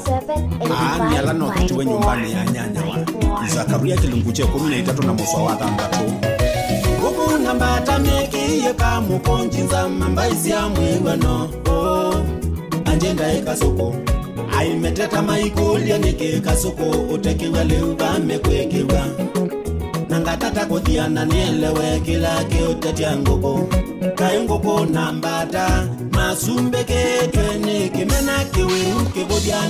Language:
Swahili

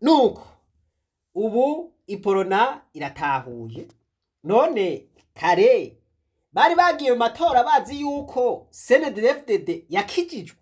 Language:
Rundi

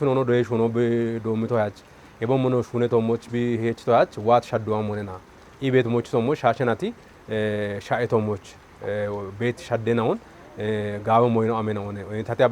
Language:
Kafa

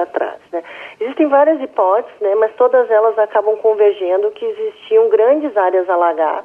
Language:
Portuguese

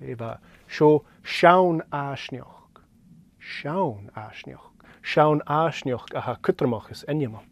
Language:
Scottish Gaelic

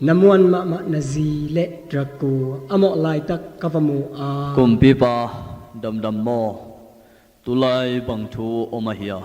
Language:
Tedim Chin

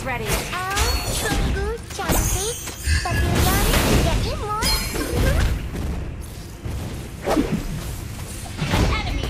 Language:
Indonesian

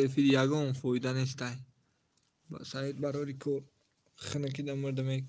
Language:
Tajik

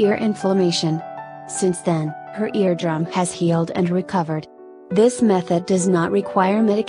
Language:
English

